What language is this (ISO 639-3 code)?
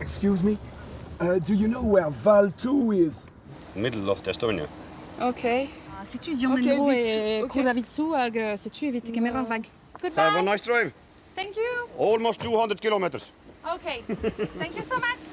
bre